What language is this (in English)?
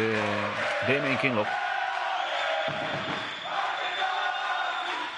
Romanian